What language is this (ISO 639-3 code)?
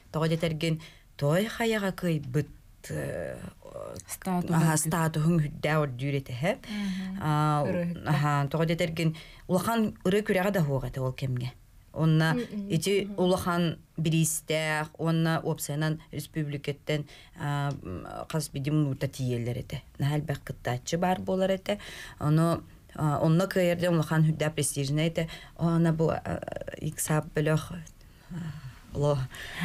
sah